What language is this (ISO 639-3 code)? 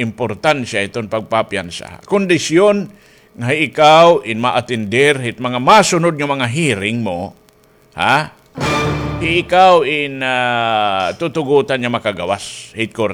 war